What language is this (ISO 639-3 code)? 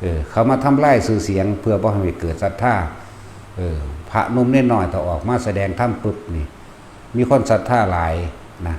tts